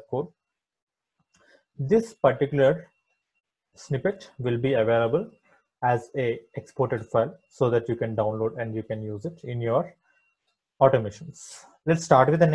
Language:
English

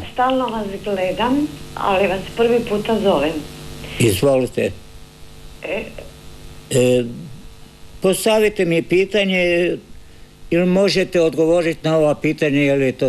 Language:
Croatian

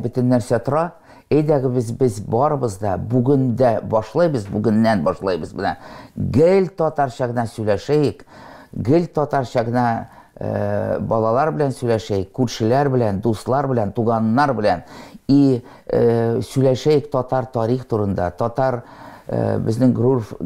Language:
Tatar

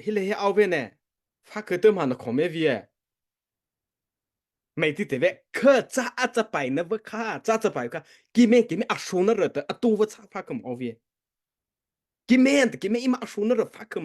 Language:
Mara Chin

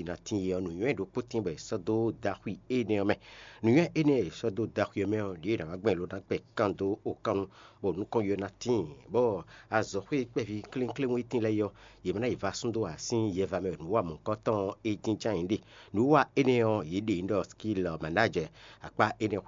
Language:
Fon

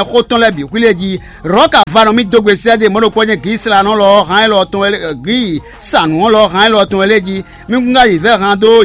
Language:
Fon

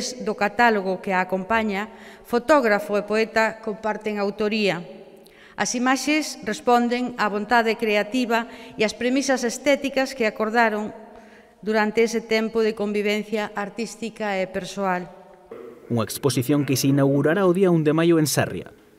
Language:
Galician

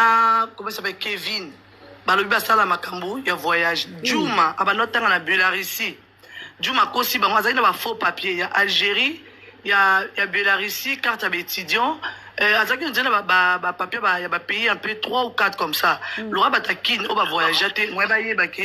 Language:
Lingala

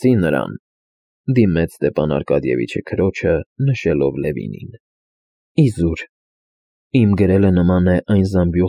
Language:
Armenian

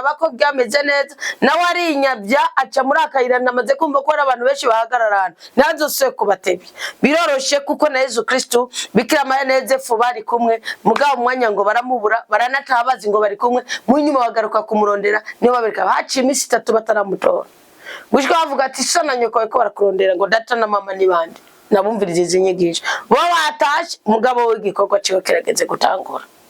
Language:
Rundi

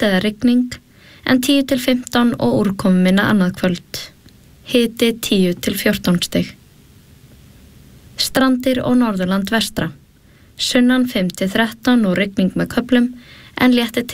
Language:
Icelandic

